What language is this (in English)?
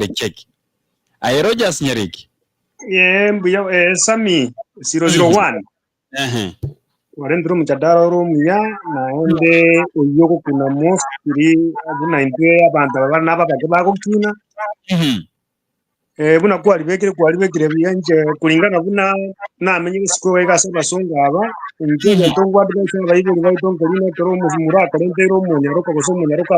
Gusii